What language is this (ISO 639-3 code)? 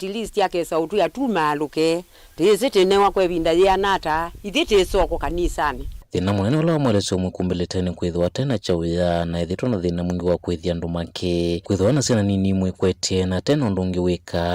kam